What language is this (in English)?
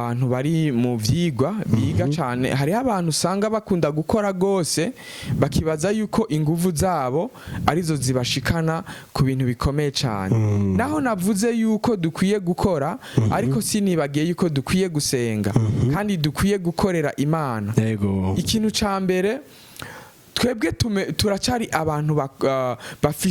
Rundi